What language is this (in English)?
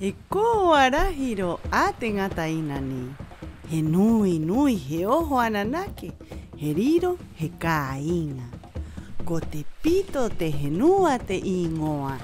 Rapanui